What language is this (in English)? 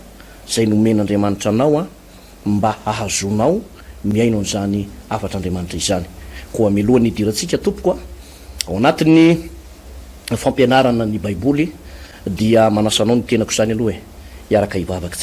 Malagasy